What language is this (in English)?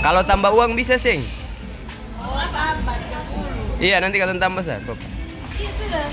Ambonese Malay